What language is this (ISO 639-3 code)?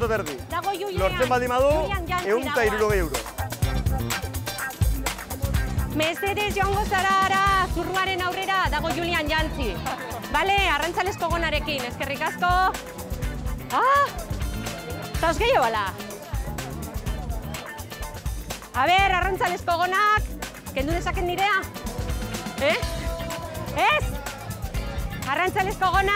eus